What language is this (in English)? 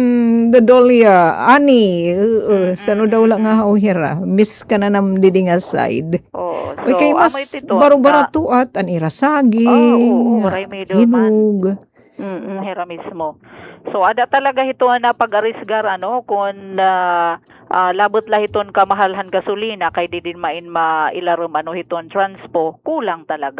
Waray